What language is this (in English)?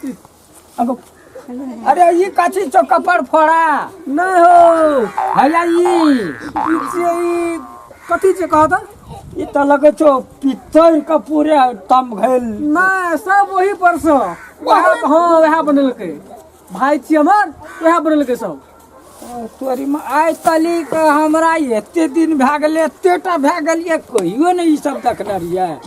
Maithili